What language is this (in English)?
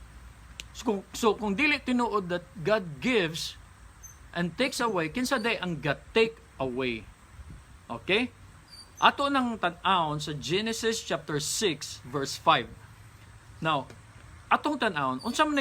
Cebuano